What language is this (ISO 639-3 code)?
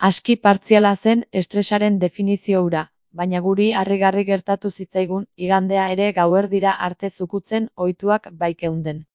eus